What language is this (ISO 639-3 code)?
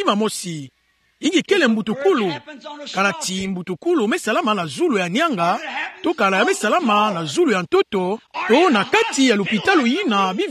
ktu